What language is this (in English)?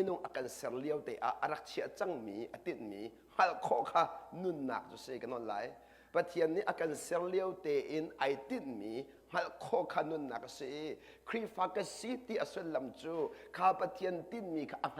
Hakha Chin